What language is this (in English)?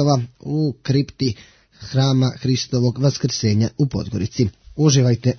Bosnian